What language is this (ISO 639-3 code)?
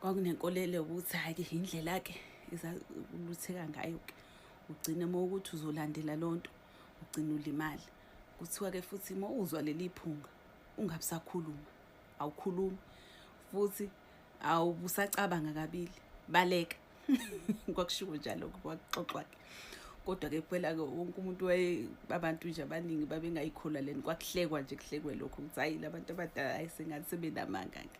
zul